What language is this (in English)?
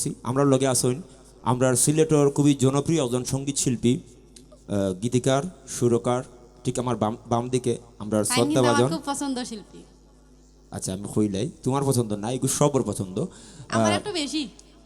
Sylheti